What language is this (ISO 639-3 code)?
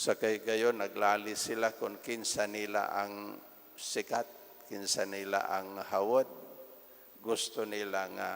ceb